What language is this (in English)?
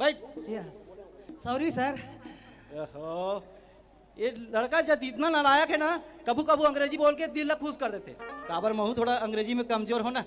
Chhattisgarhi